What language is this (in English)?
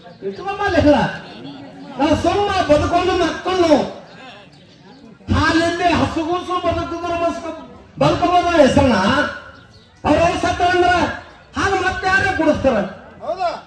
Kannada